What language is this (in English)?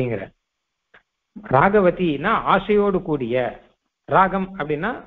Tamil